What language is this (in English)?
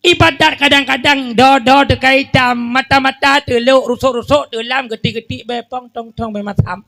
Achinese